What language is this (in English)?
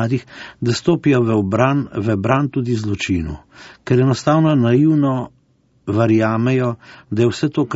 Slovenian